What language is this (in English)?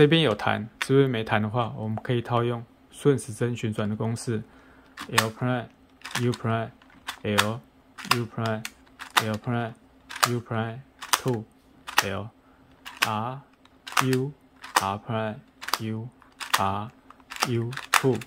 Chinese